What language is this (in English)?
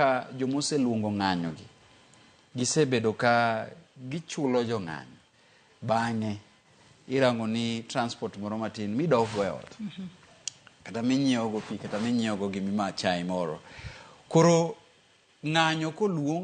Luo (Kenya and Tanzania)